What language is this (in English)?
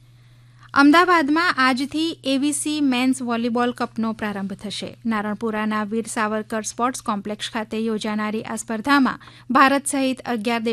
Gujarati